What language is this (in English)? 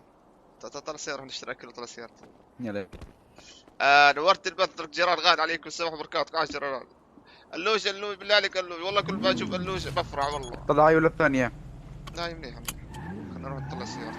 North Levantine Arabic